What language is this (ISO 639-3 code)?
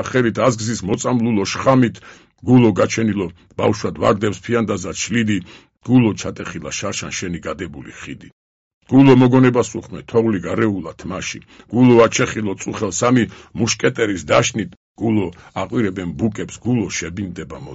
kat